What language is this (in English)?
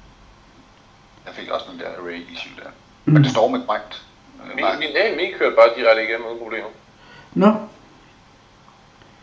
Danish